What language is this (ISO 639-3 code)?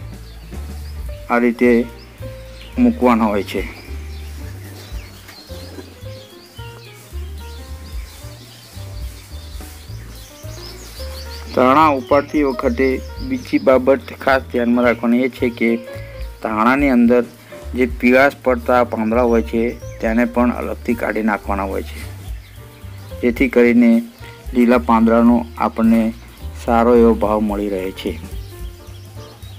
guj